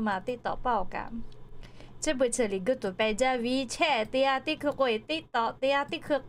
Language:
Lahu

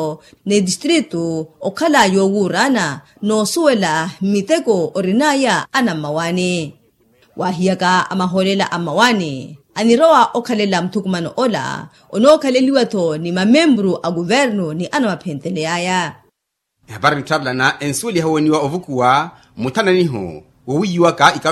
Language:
Makhuwa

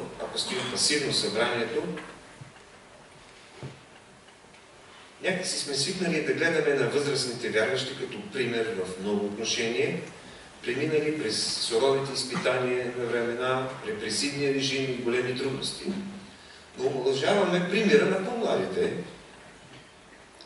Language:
Bulgarian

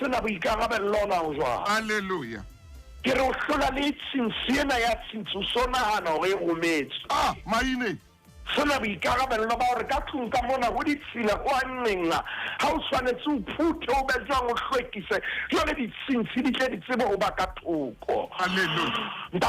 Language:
Southern Sotho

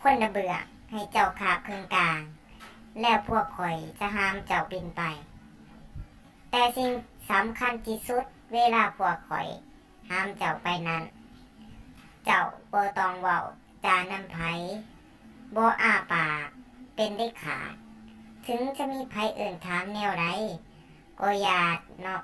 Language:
Lao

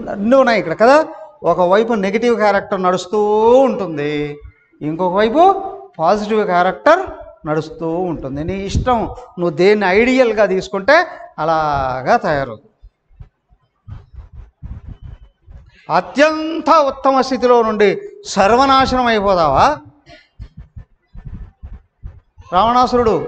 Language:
Telugu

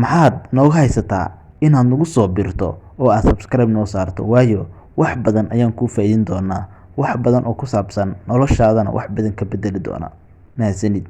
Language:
Somali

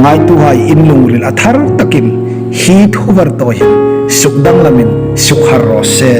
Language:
Hmar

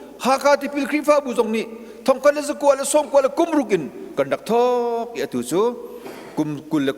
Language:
Hakha Chin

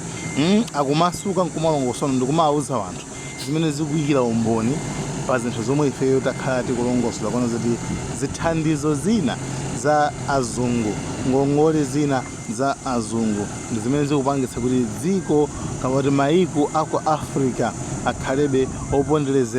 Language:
Nyanja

